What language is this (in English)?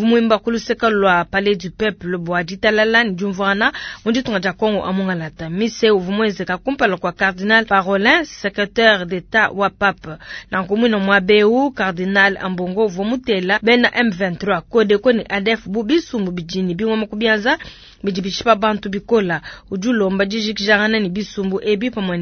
Luba-Lulua